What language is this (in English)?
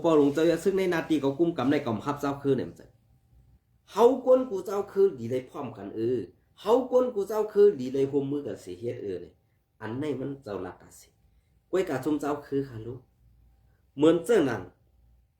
Shan